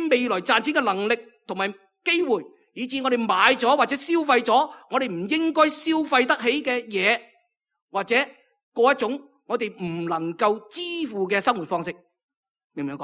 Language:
Cantonese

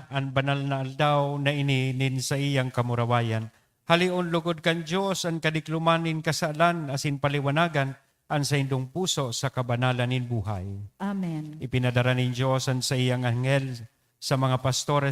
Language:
Bikol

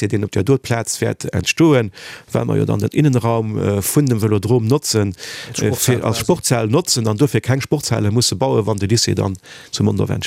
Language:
Luxembourgish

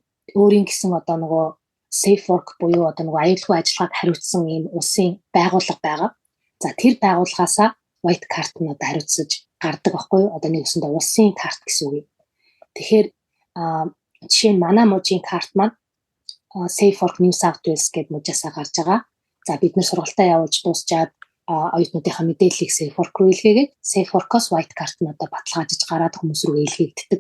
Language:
Mongolian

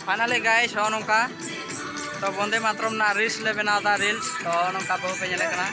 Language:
Santali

